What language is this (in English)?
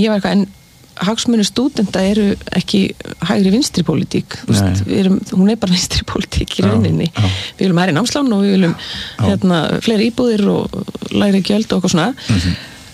Icelandic